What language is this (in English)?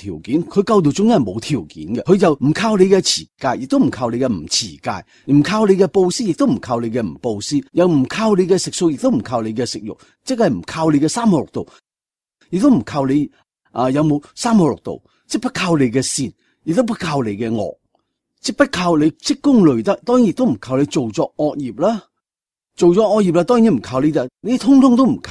Cantonese